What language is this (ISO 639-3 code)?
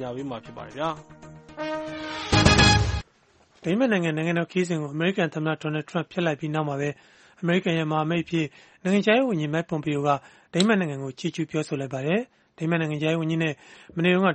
mya